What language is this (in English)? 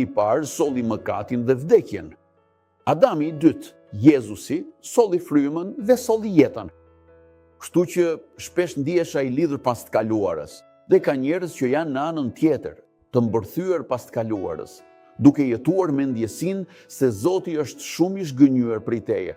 Albanian